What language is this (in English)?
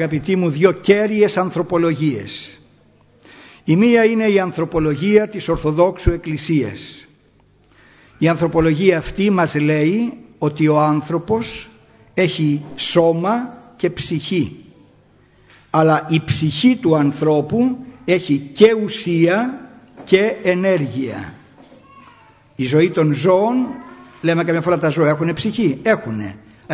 Greek